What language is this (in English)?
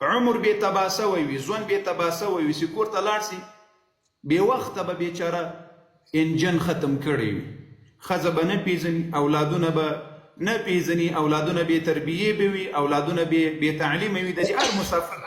Pashto